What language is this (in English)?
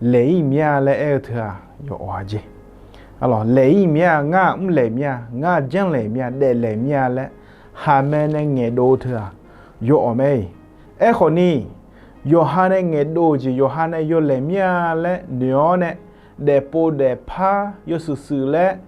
Akha